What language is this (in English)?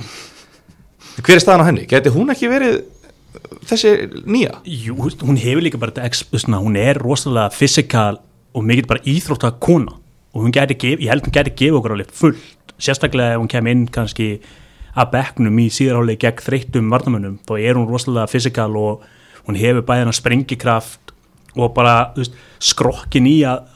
Icelandic